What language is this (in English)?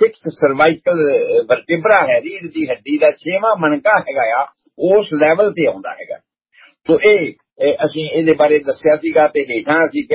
Punjabi